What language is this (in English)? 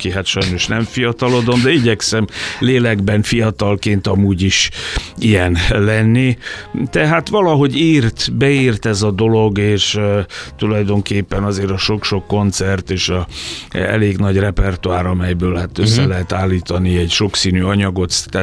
Hungarian